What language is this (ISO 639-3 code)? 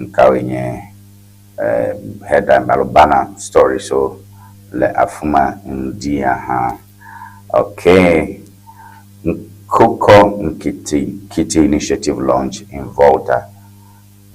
ewe